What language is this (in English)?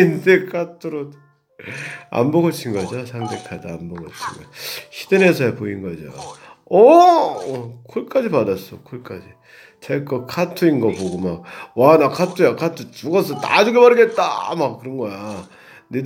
Korean